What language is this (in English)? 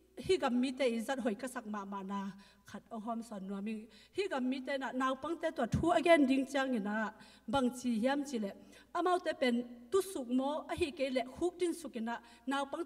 Tedim Chin